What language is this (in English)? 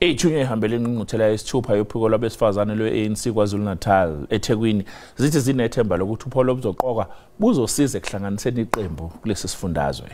Zulu